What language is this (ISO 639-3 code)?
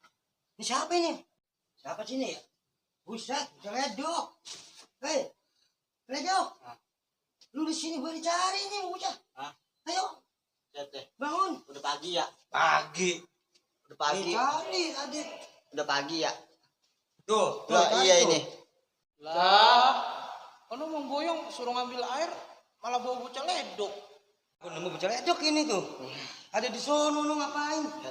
bew